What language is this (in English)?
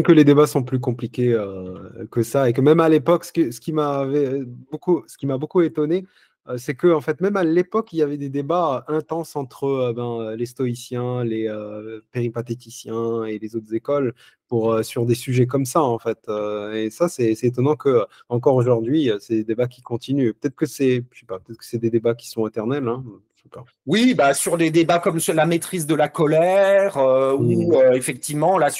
French